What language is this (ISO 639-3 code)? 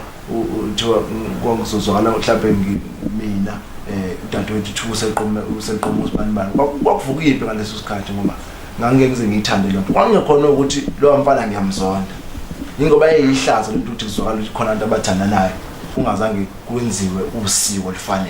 zul